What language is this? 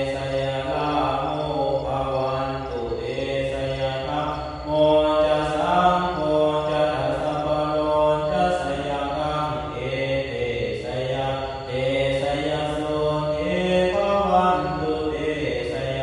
Pali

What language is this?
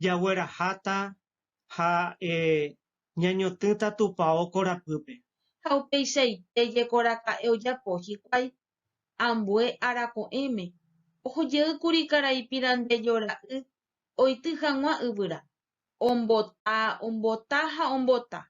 Guarani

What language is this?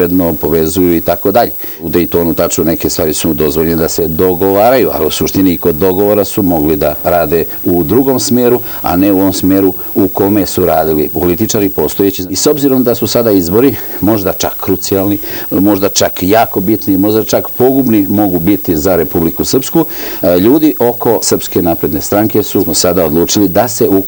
Serbian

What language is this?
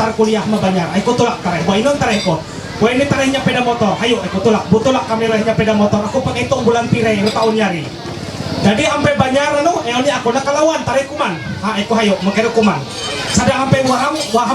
Ma'anyan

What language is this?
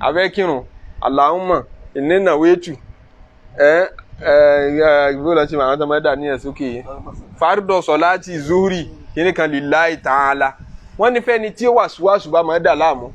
Yoruba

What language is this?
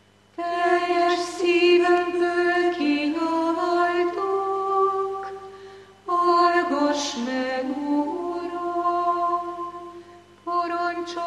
Hungarian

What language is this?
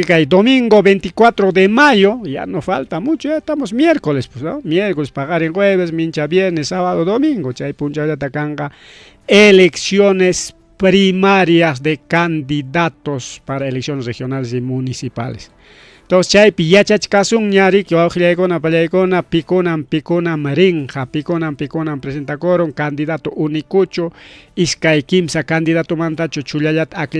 Ayacucho Quechua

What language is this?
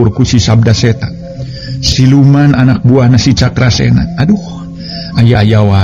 Sundanese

